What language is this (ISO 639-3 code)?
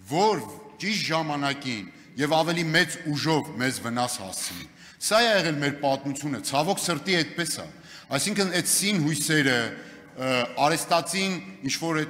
hye